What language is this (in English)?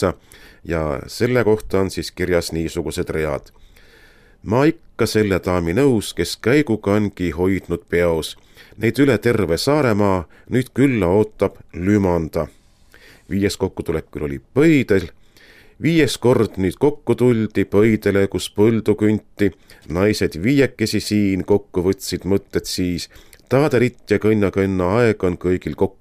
Estonian